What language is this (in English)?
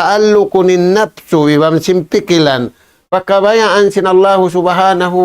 Tausug